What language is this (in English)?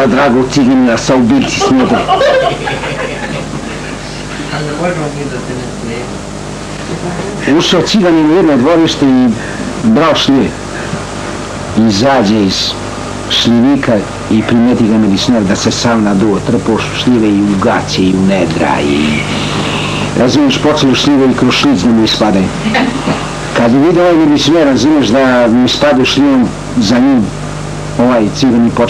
Serbian